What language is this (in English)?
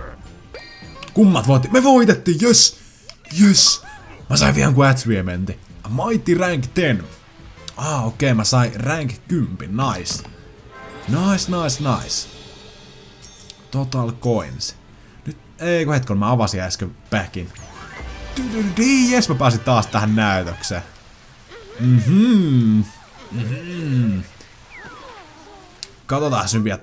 Finnish